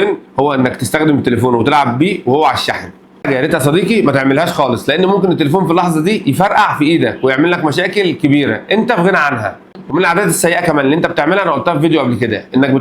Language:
Egyptian Arabic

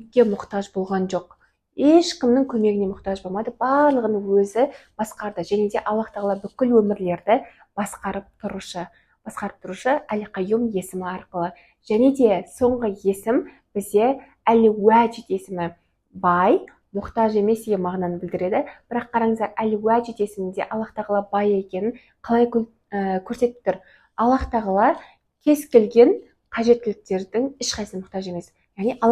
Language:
Kazakh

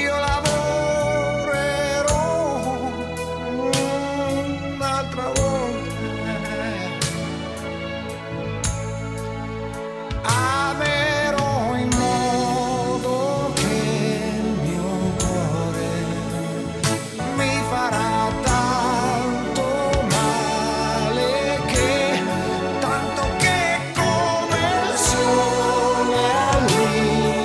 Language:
Italian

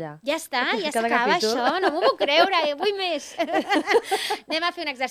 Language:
Catalan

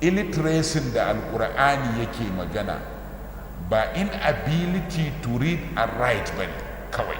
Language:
Hausa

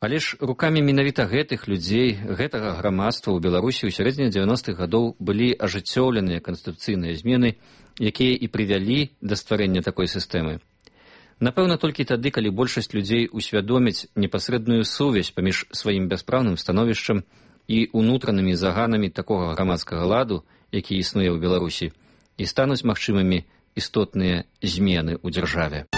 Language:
Belarusian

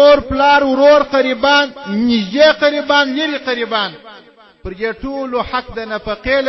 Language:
Pashto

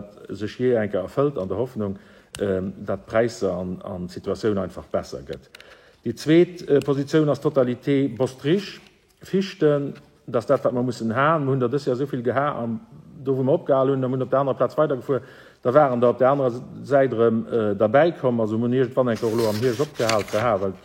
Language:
Luxembourgish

